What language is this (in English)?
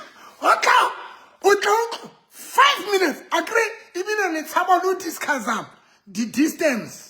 Southern Sotho